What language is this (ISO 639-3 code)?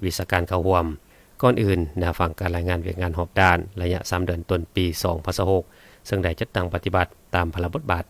lao